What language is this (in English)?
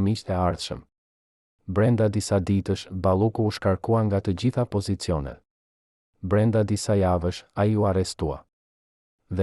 Albanian